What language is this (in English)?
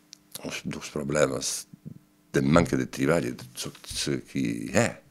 Occitan